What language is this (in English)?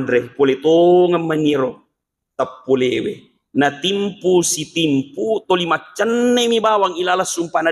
Buginese